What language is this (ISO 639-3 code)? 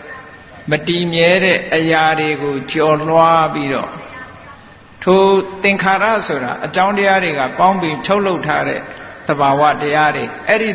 mya